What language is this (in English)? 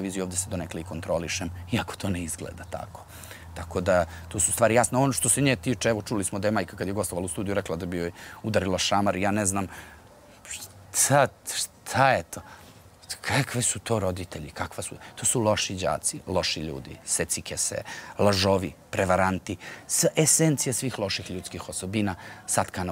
Serbian